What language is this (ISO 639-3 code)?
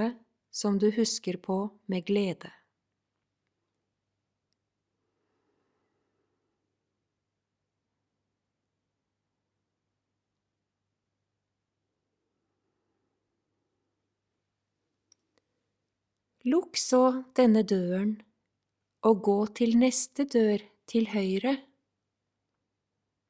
nor